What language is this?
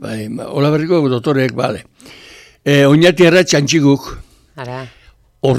Basque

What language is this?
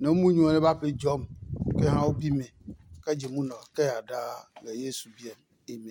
Adangme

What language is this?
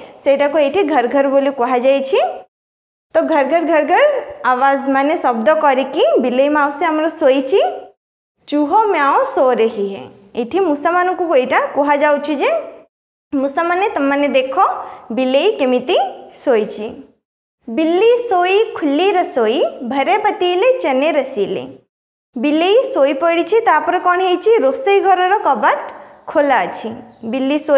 Odia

